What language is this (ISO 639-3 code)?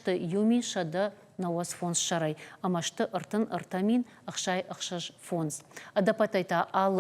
oss